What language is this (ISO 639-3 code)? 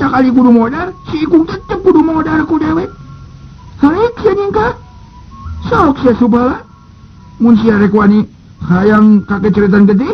sun